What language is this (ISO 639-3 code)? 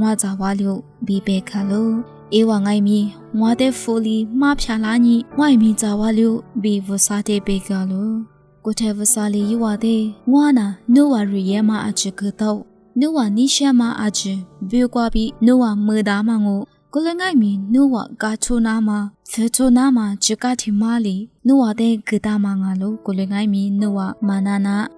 lis